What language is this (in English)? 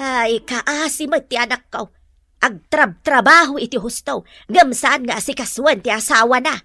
Iloko